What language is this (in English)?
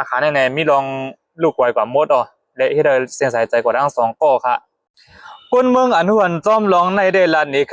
Shan